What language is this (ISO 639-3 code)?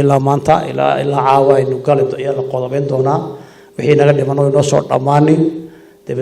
som